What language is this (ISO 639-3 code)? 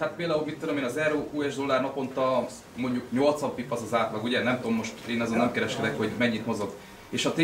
hun